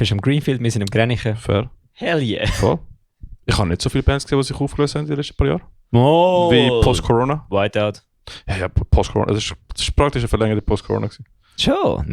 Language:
Swiss German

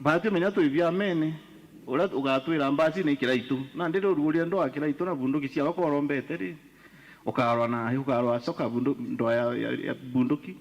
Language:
Meru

